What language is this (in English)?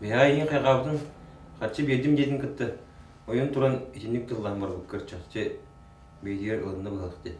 Yakut